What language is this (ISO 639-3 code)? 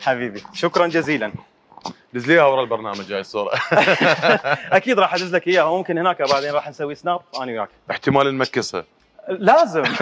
acm